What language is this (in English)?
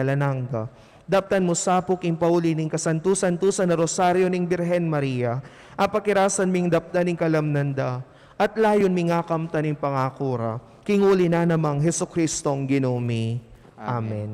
Pampanga